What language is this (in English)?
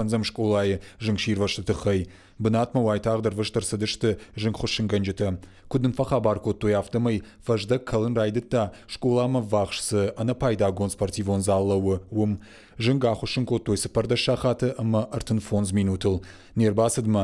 Ossetic